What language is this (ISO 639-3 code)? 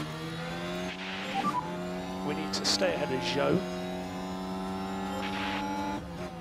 fra